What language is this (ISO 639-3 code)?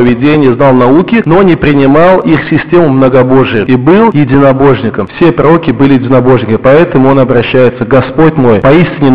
rus